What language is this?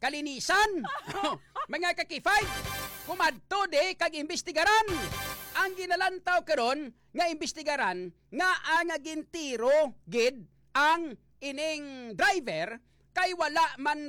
Hiligaynon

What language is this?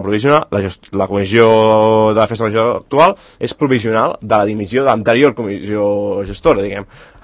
Catalan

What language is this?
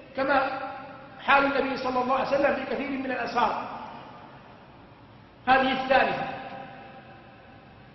Arabic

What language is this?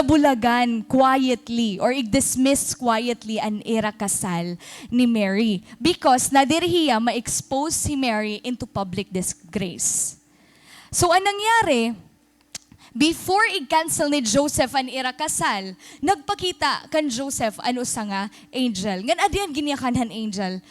Waray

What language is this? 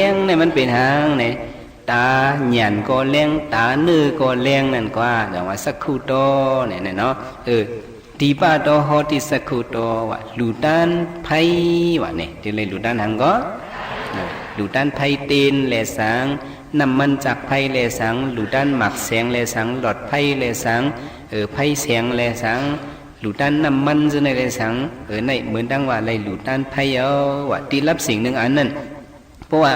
Shan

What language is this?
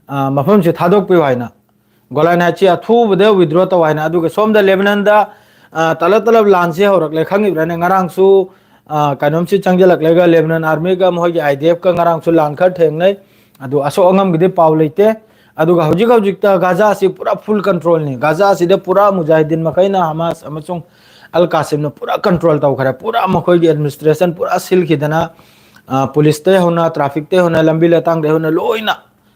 Manipuri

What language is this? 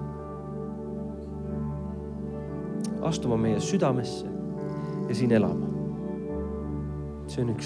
Estonian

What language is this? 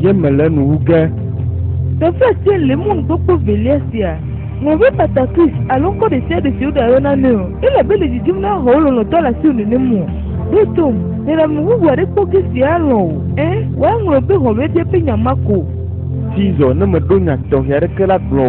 Ewe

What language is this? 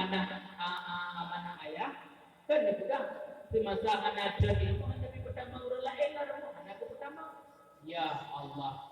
Achinese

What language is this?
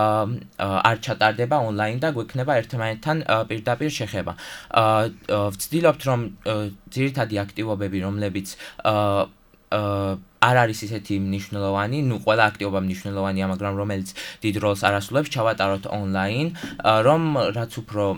Georgian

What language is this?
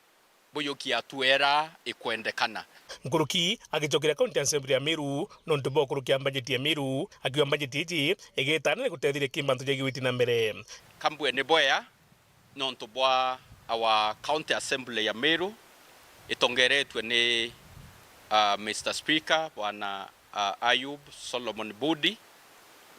Meru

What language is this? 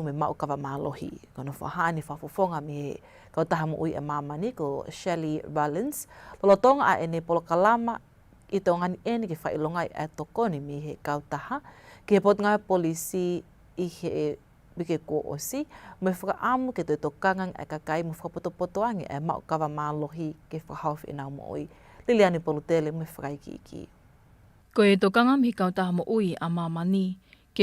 Tongan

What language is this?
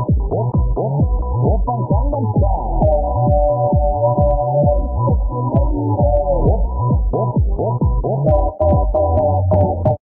Korean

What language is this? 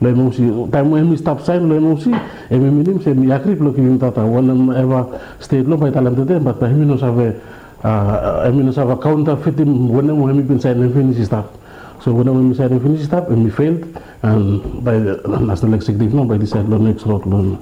Bislama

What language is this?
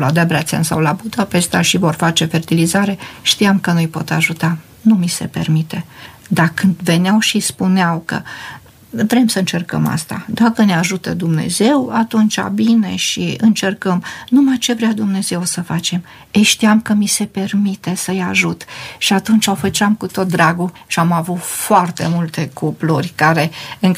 Romanian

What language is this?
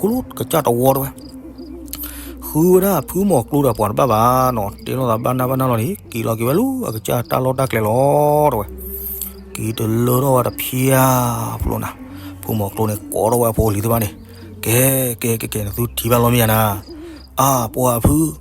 S'gaw Karen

